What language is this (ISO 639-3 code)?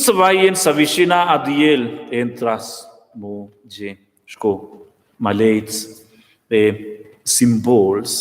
roh